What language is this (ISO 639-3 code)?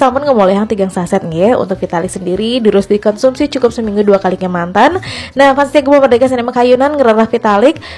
ban